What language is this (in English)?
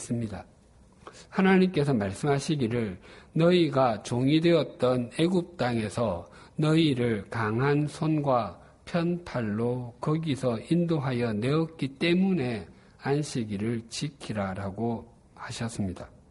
Korean